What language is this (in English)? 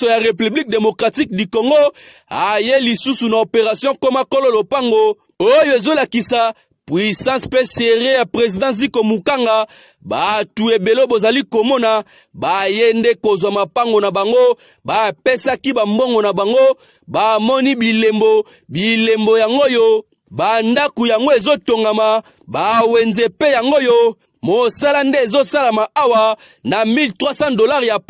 Lingala